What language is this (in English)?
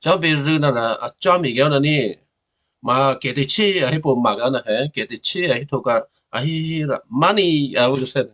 Western Kayah